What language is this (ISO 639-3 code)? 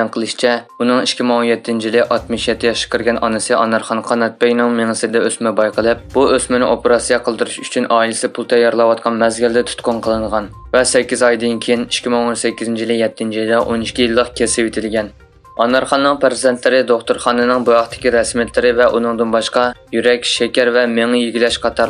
uig